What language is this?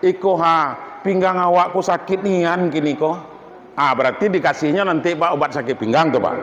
Minangkabau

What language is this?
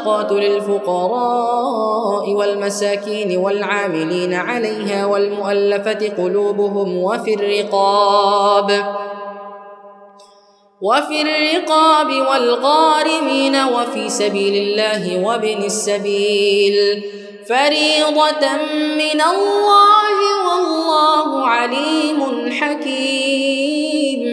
Arabic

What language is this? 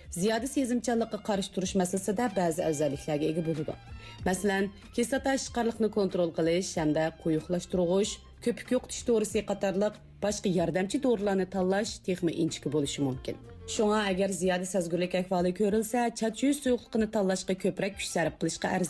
Uyghur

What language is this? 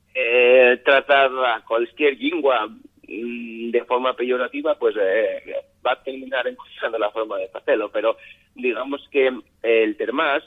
Asturian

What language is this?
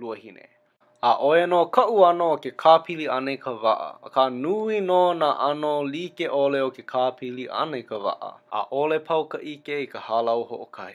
Hawaiian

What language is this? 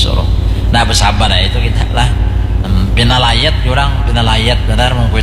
Banjar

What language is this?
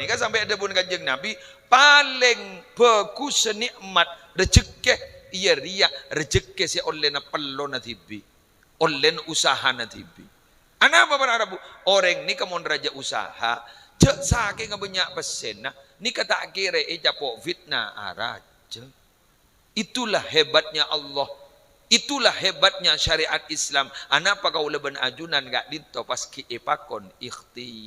Madurese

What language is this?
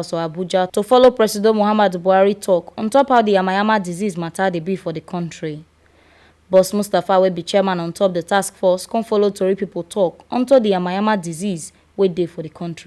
Nigerian Pidgin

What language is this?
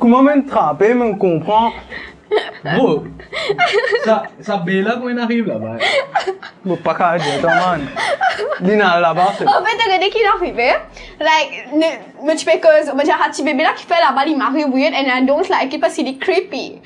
Morisyen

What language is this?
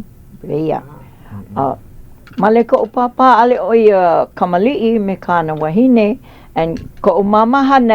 Hawaiian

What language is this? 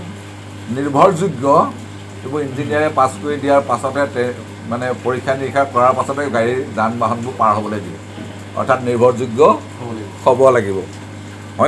Assamese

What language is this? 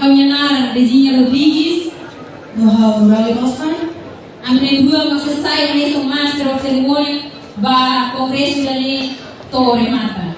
Tetum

